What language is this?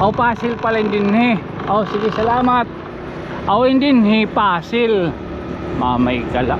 Waray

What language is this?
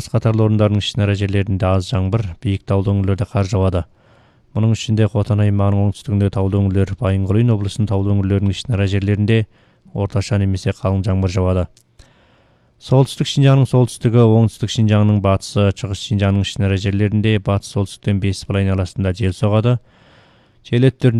Kazakh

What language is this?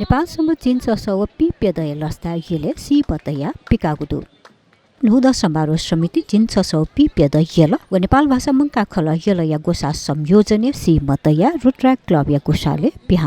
Newari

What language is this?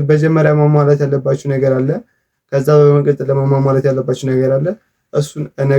Amharic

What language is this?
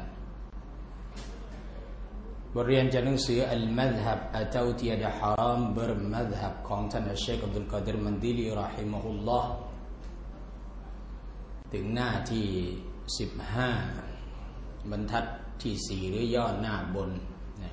Thai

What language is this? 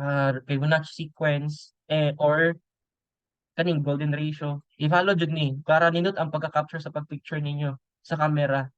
Cebuano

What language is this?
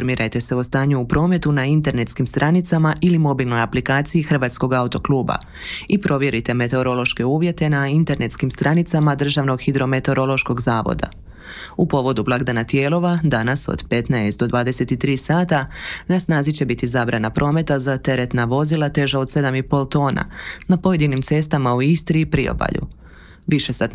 Croatian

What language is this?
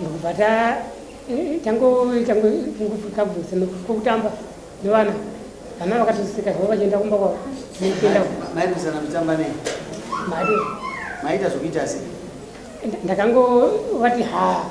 Shona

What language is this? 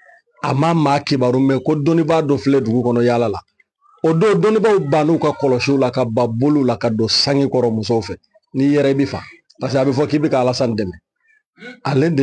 Bambara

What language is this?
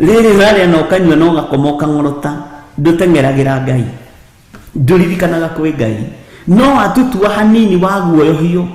Kikuyu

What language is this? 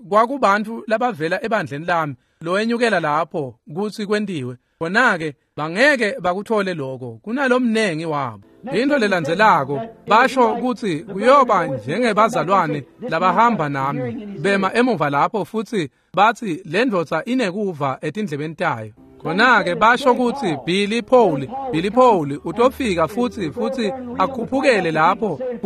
Swati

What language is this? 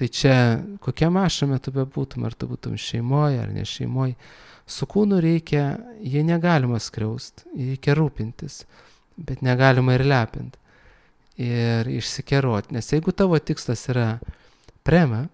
Lithuanian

